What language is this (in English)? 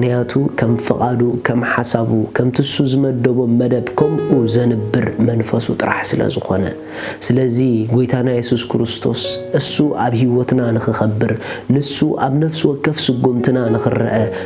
Tigrinya